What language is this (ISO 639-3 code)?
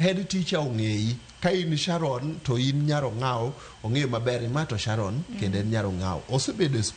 luo